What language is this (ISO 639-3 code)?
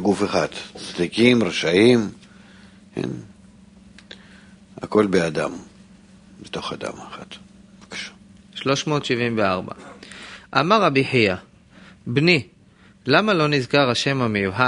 heb